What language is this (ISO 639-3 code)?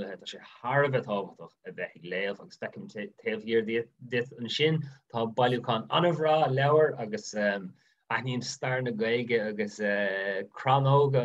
gle